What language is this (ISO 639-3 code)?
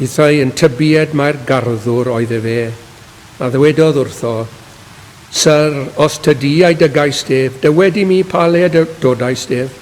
cym